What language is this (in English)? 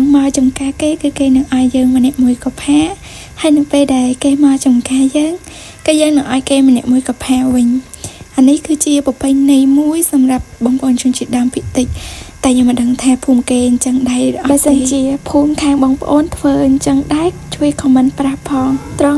Khmer